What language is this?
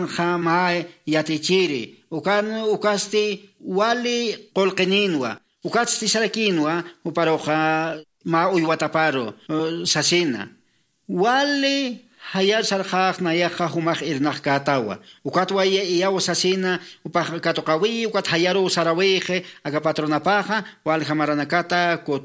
Aymara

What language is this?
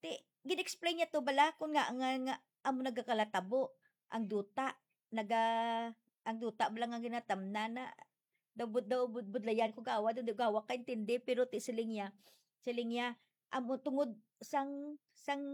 Hiligaynon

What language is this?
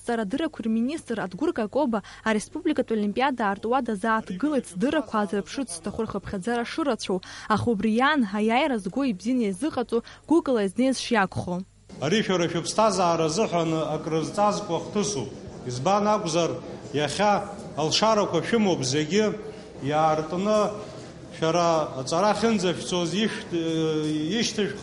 Abkhazian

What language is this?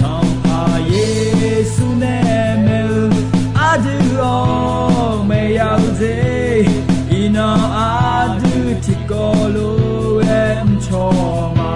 Akha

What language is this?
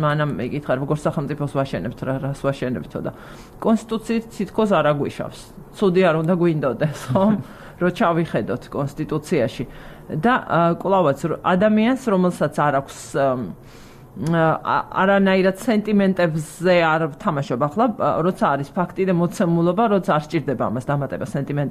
Georgian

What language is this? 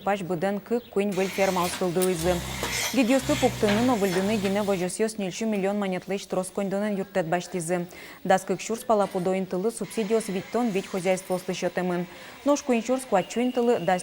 Udmurt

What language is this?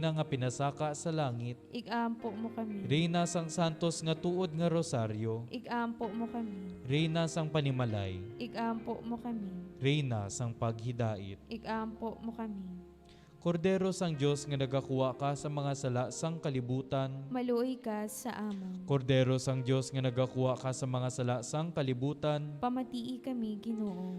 Hiligaynon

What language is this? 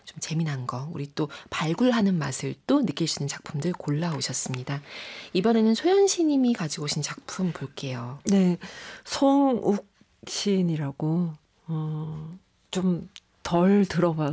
Korean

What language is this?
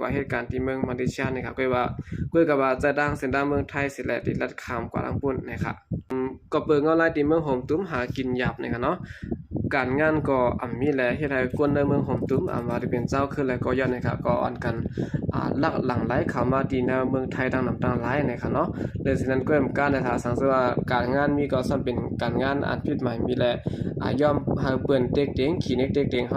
Shan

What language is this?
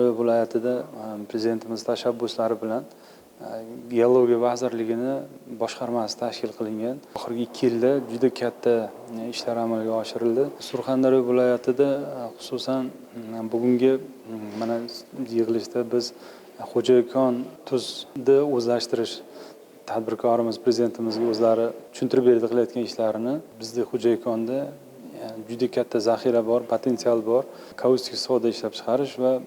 Uzbek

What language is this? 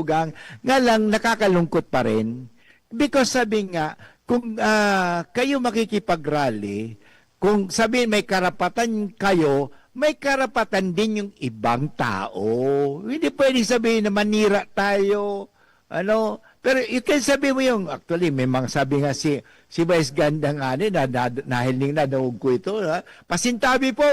Bikol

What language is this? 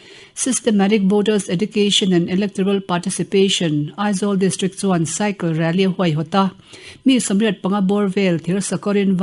Mizo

